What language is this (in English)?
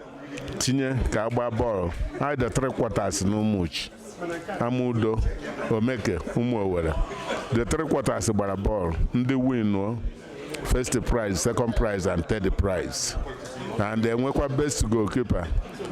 Igbo